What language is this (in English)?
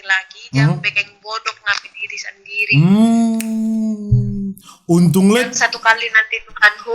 Manado Malay